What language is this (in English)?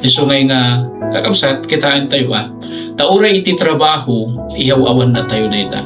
Iloko